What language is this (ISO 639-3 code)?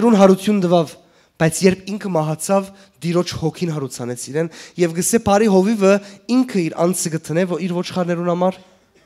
hyw